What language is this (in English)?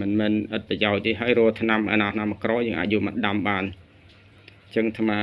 Khmer